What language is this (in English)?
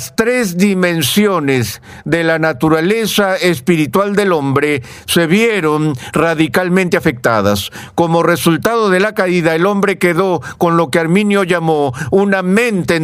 Spanish